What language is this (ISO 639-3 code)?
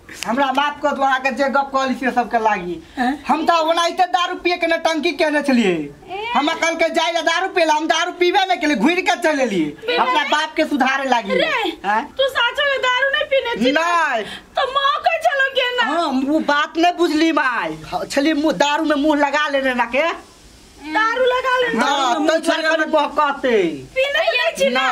mai